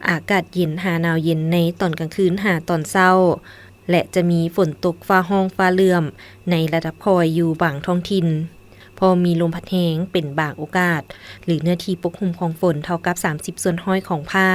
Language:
Lao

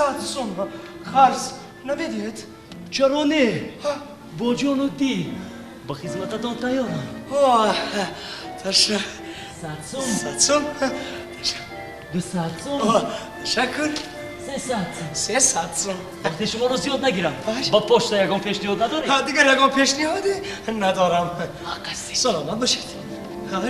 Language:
Tajik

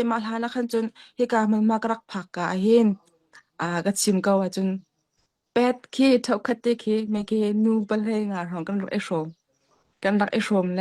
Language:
Hakha Chin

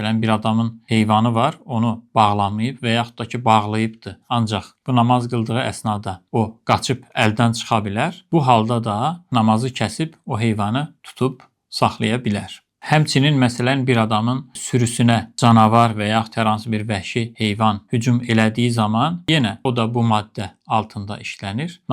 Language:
Azerbaijani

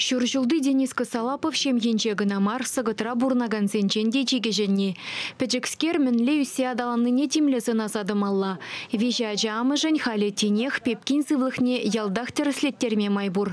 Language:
Chuvash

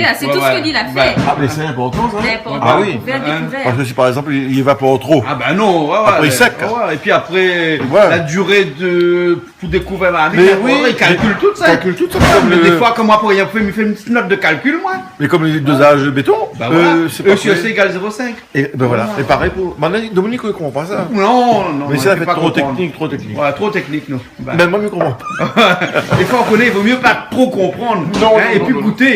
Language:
Réunion Creole French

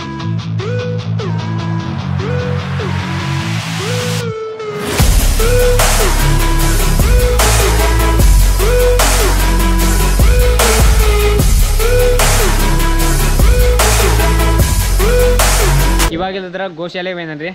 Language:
Kannada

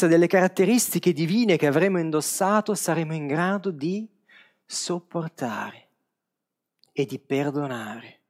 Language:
Italian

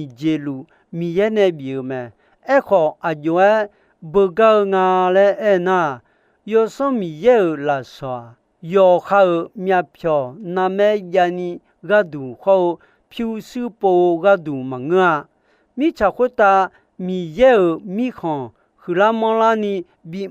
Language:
Akha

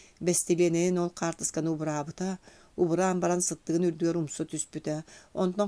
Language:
Yakut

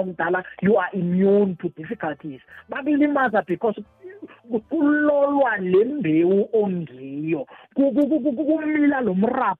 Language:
South Ndebele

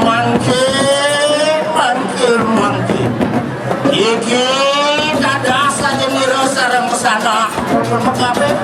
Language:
Balinese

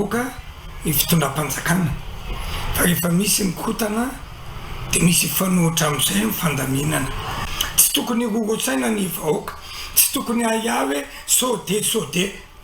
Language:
Malagasy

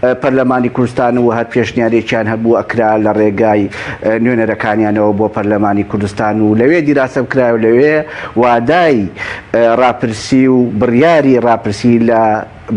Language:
Central Kurdish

